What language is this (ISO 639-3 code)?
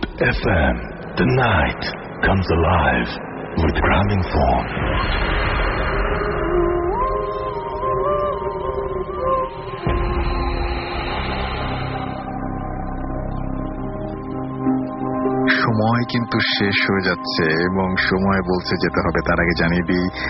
ben